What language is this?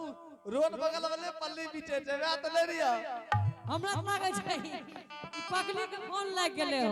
Angika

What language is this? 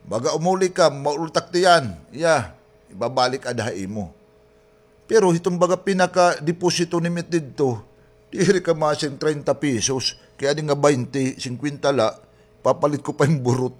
Waray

